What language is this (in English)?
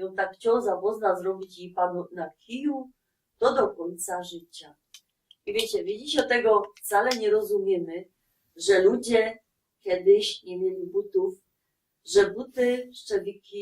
Silesian